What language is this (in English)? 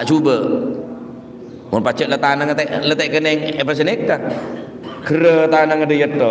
Madurese